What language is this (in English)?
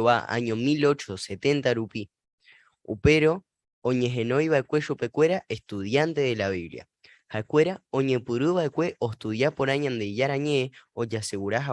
Guarani